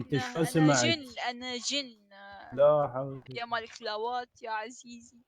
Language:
Mesopotamian Arabic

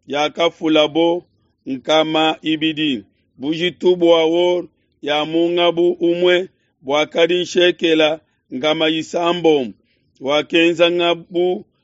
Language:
Luba-Lulua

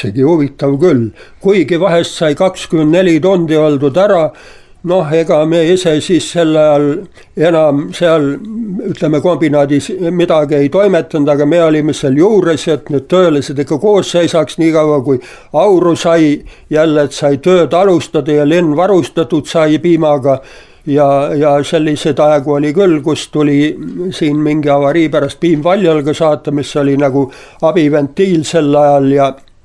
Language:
Estonian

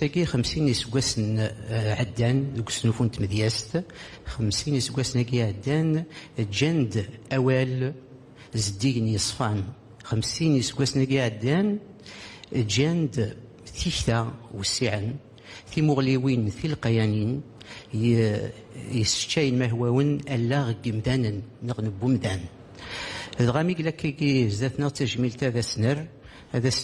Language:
Kabyle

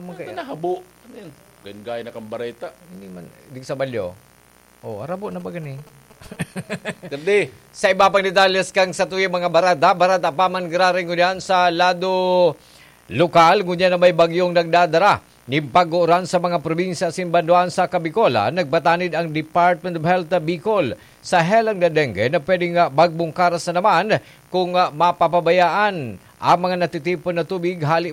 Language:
Bikol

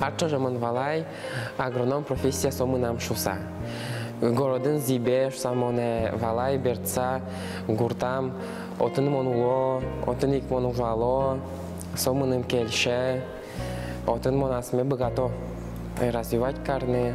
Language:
Udmurt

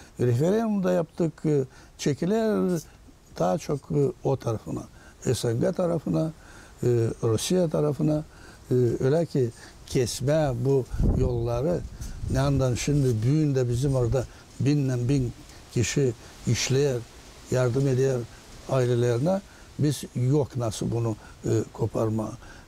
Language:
Gagauz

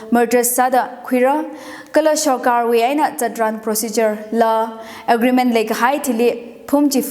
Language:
Tangkhul Naga (India)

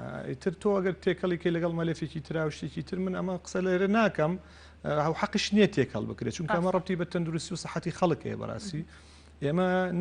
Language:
Central Kurdish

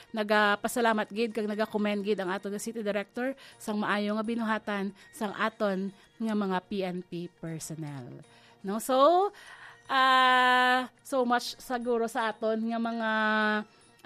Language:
Hiligaynon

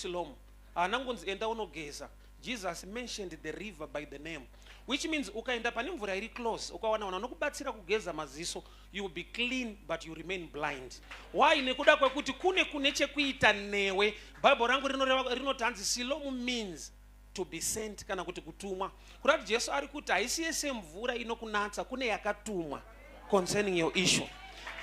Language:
Shona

